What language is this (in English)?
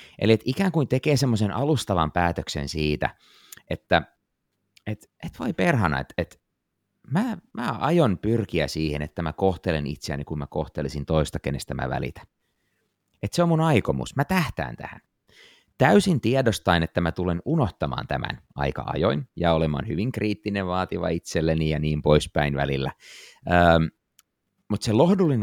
Finnish